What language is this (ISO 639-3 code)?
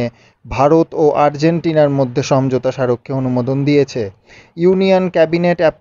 ben